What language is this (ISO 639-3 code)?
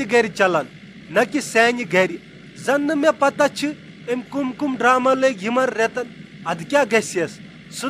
kas